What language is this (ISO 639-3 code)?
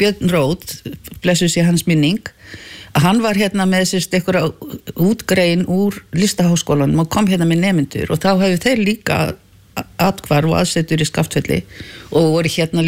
isl